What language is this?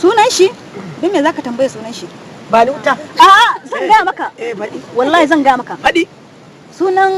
Hausa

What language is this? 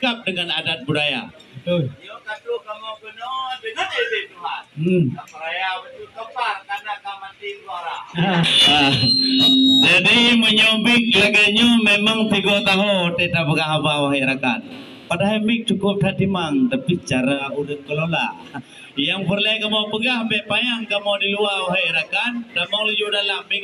Achinese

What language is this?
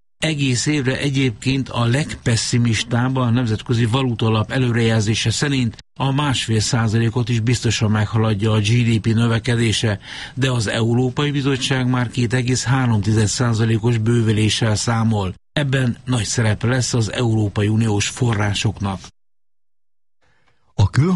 Hungarian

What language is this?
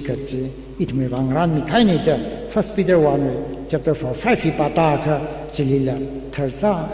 Tangkhul Naga (India)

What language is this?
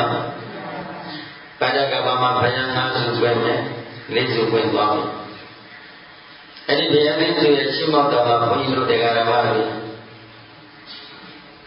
Burmese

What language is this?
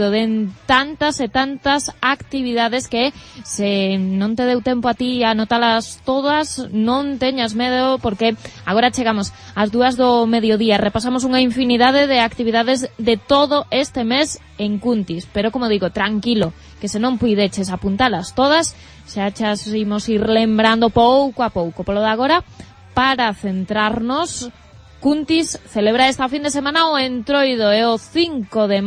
Galician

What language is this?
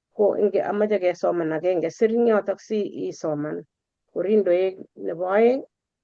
Kalenjin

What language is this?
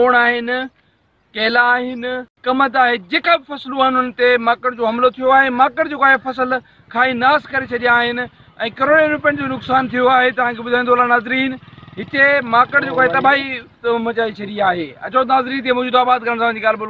Sindhi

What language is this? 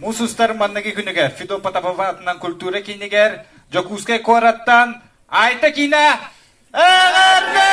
Yakut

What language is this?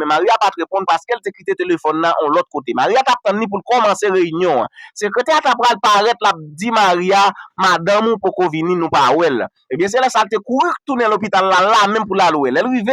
Haitian Creole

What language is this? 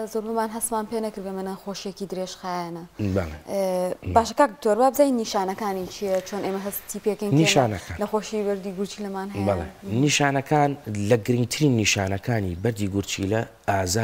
Central Kurdish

